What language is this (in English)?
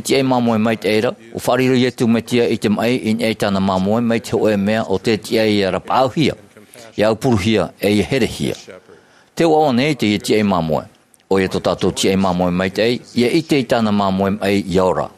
Tahitian